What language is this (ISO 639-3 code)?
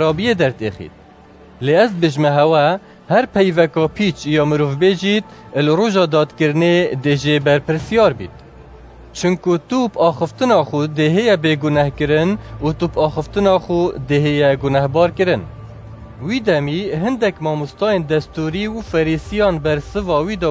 kur